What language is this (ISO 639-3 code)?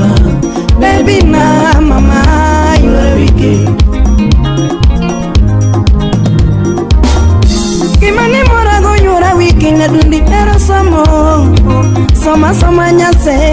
luo